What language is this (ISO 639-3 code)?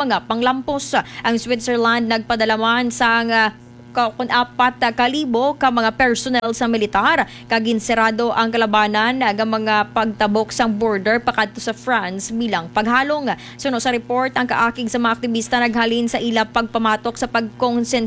hil